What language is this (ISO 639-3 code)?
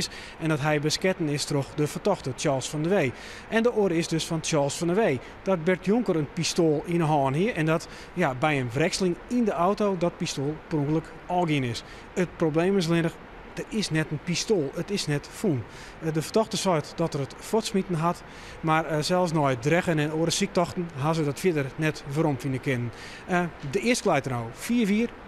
fry